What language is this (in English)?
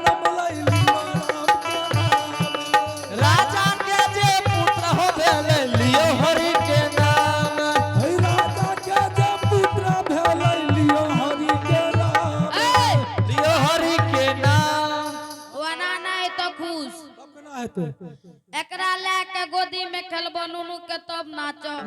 Angika